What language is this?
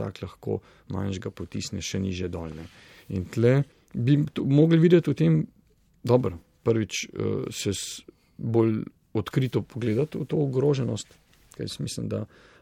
Slovenian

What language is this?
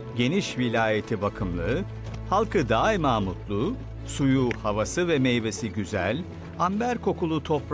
Turkish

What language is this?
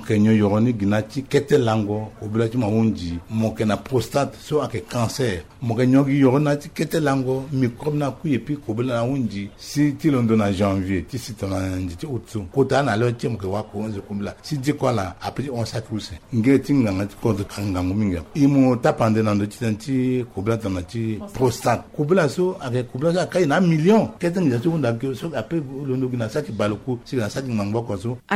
Sango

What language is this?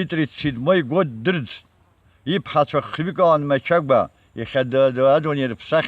Abkhazian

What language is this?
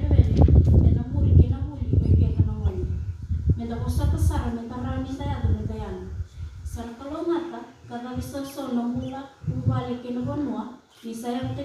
Fijian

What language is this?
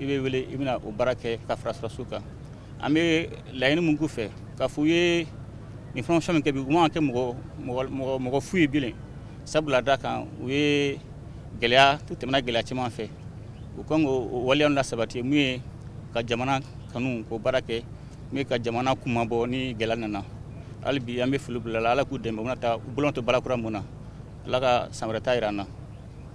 Bambara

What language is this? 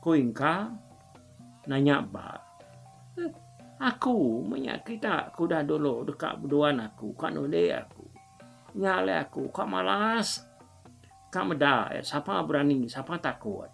Iban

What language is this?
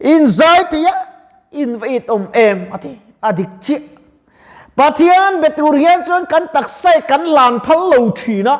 Mizo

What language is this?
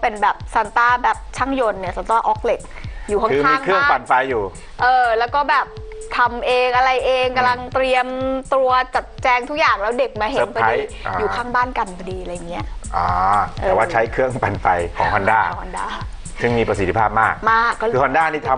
Thai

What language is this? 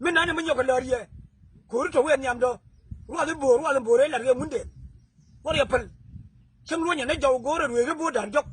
Nuer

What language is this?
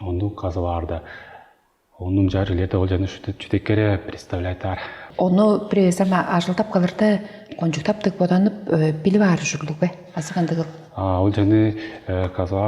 Tuvinian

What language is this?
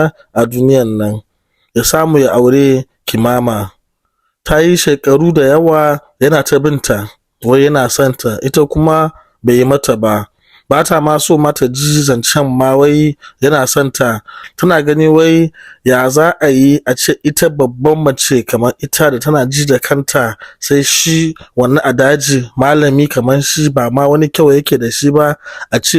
Hausa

